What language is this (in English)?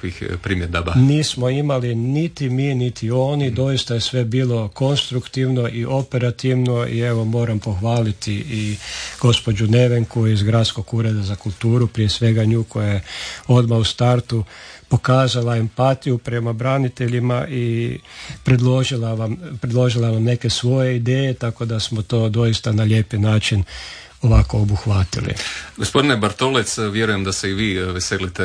Croatian